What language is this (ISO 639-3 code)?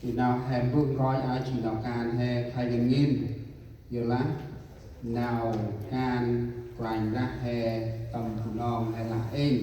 cmo